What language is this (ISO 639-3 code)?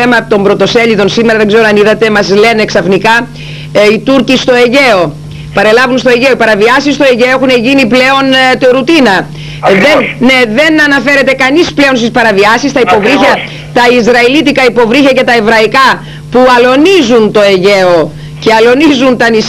ell